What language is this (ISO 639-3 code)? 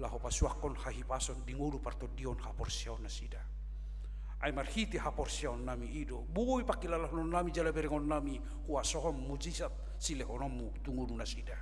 bbc